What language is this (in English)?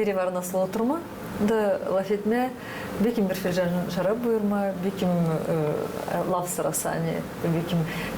Gagauz